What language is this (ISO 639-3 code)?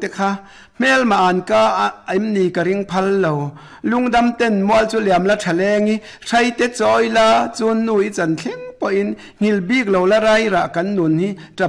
lus